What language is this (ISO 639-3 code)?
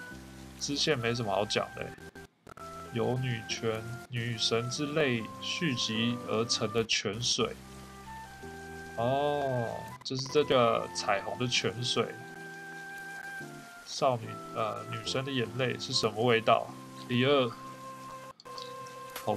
zho